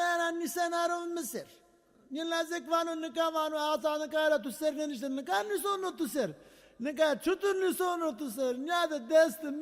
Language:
Zaza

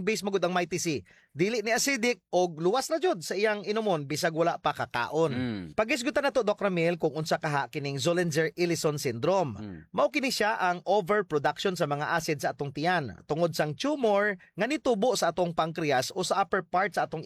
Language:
Cebuano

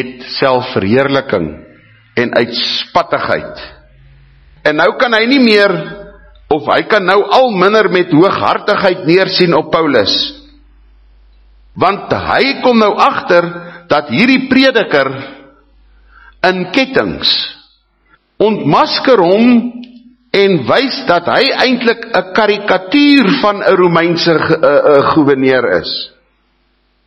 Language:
Afrikaans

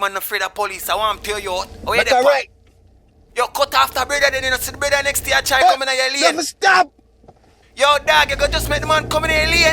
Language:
Jamaican Creole English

